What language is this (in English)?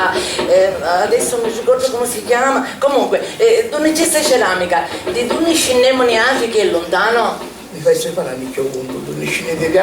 Sicilian